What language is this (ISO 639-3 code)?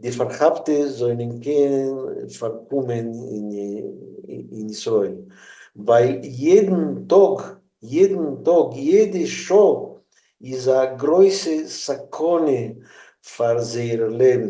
yid